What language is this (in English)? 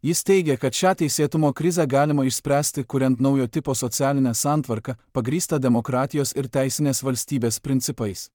Lithuanian